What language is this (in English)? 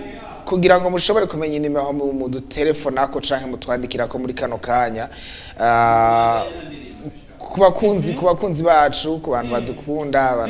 Rundi